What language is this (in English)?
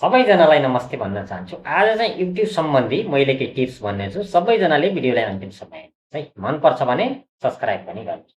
Nepali